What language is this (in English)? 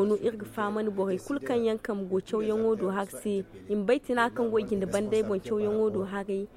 Zarma